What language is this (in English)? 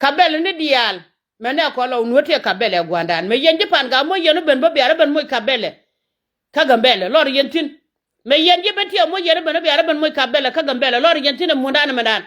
Nuer